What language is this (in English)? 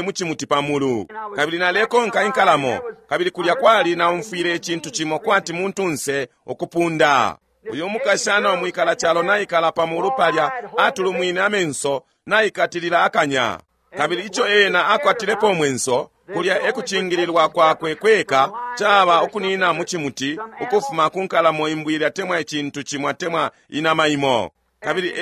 Bemba